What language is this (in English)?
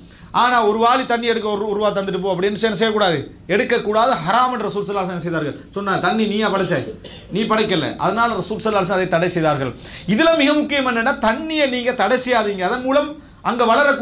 Tamil